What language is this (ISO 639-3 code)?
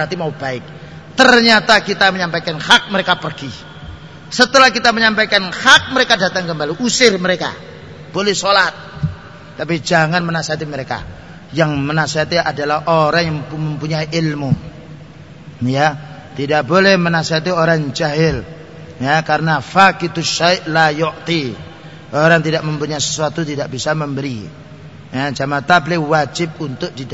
ind